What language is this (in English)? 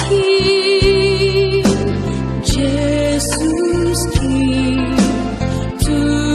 Batak Simalungun